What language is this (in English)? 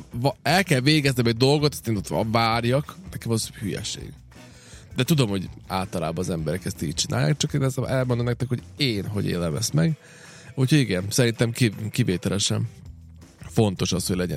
Hungarian